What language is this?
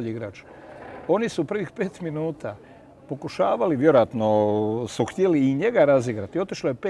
Croatian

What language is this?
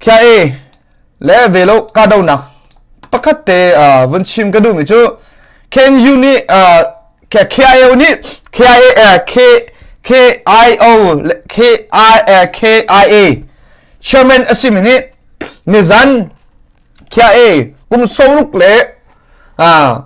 Hakha Chin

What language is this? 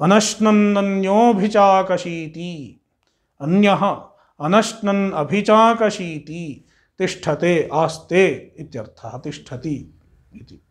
Sanskrit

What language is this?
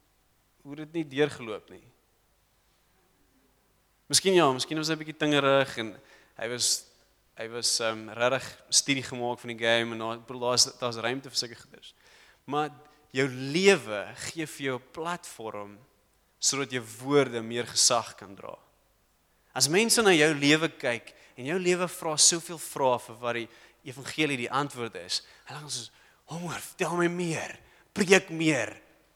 Afrikaans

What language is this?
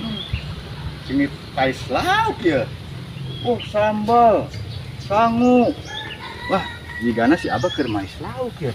Sundanese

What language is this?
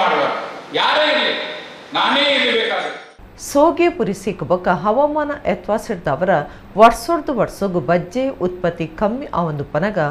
Tulu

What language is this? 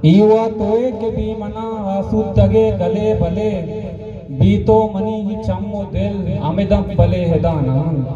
Eastern Balochi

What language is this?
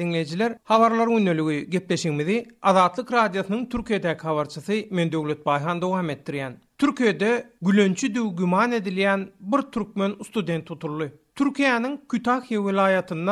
Turkmen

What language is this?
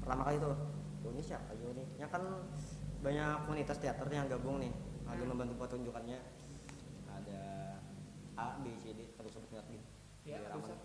Banjar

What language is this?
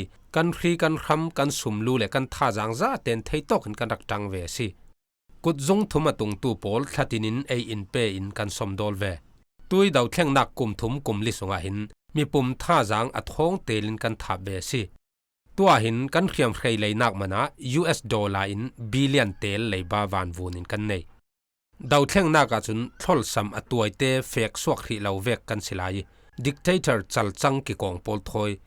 Falam Chin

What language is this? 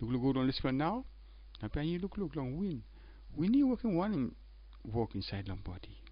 Tok Pisin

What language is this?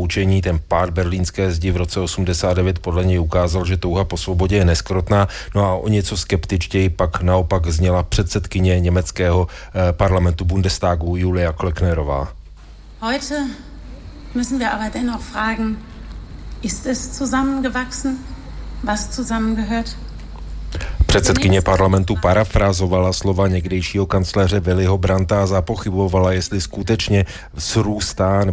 Czech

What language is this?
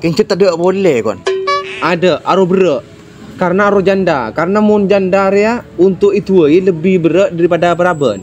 Madurese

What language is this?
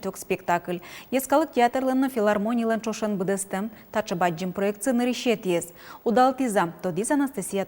Udmurt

